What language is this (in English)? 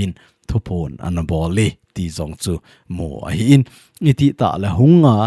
Thado Chin